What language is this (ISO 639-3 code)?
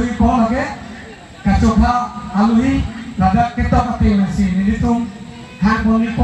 mjw